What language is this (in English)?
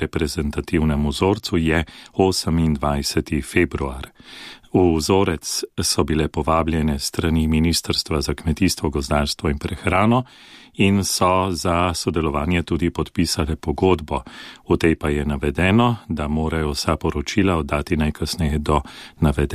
Slovenian